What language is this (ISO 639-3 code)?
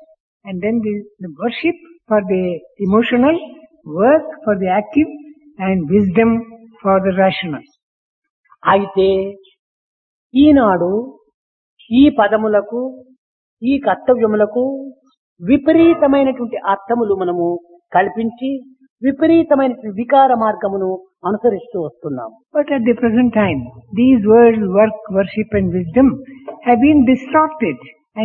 tel